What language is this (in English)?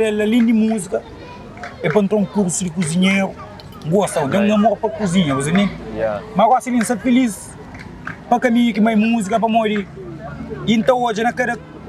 Kabuverdianu